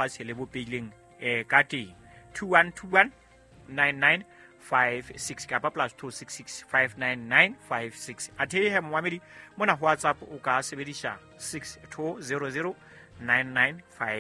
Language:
Southern Sotho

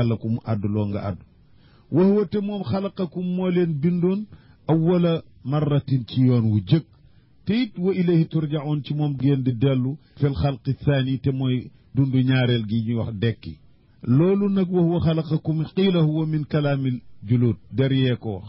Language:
Wolof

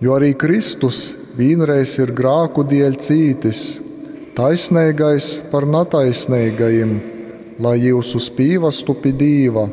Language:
Latgalian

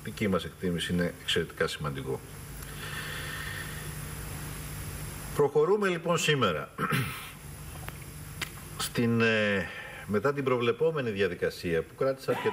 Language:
Greek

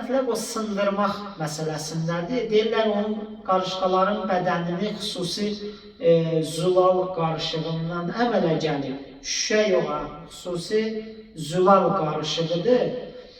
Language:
Azerbaijani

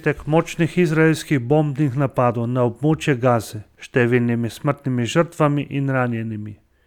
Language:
Slovenian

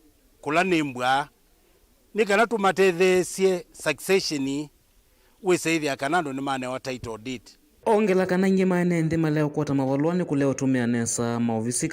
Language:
Kamba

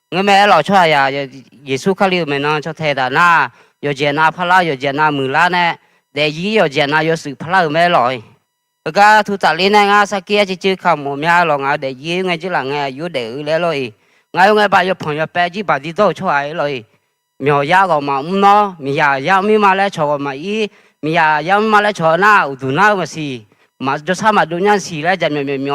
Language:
Akha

